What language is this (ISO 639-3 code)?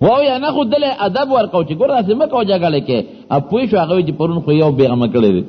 pus